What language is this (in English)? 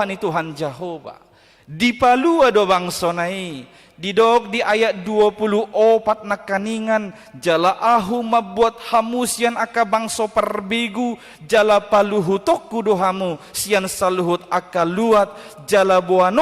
Batak Toba